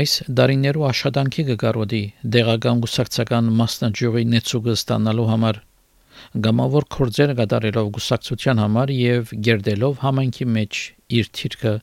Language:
Armenian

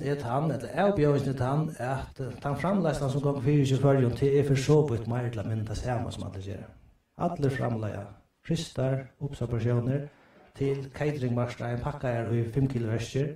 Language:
Faroese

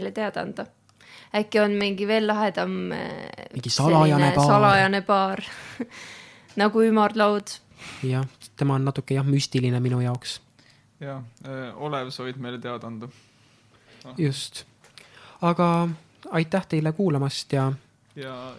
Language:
Estonian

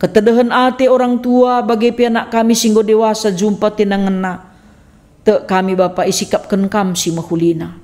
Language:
Batak Karo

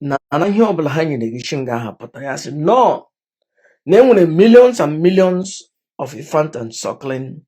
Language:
Igbo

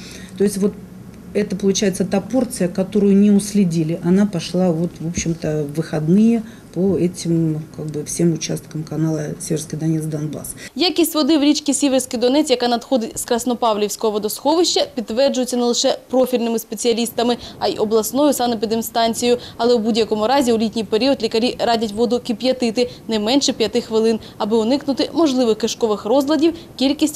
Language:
Ukrainian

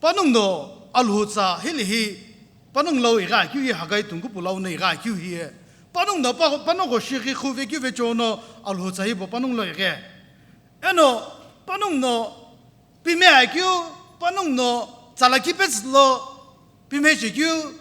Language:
Sumi Naga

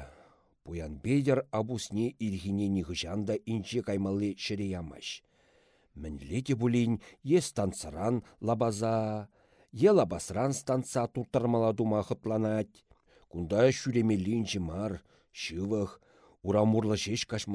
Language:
Chuvash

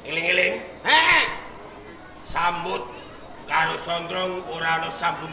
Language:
Javanese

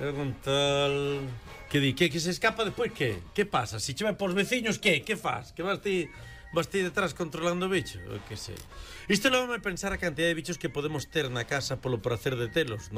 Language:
Galician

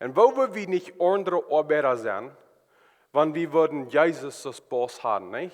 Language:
Plautdietsch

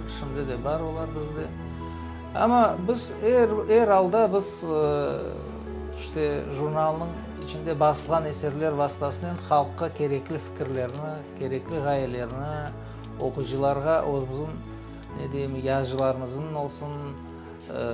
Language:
Crimean Tatar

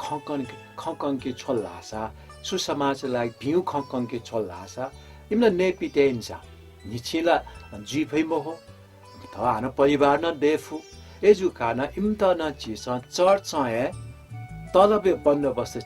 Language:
Newari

